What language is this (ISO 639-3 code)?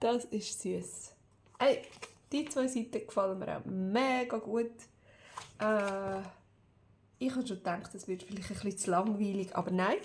gsw